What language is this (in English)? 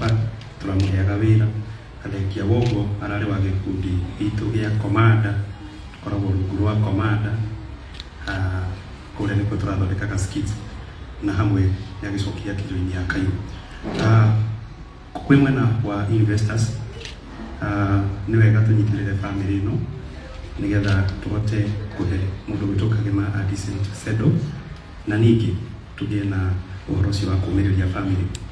Kikuyu